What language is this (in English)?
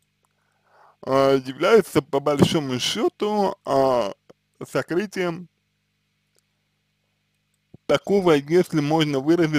Russian